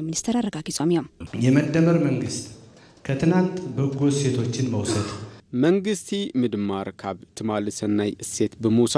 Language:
Tigrinya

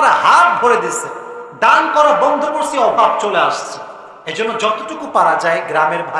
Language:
Bangla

